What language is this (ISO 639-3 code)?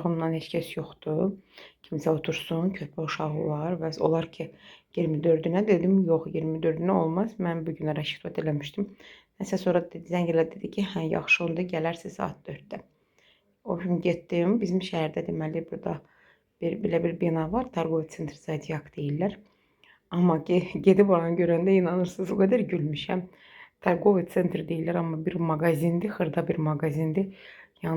aze